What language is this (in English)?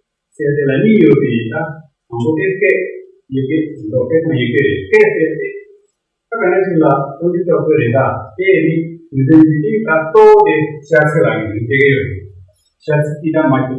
Tibetan